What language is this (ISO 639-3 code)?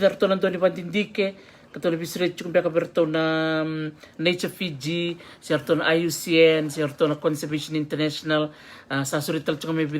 fij